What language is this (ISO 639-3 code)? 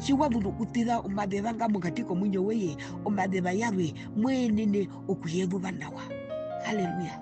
her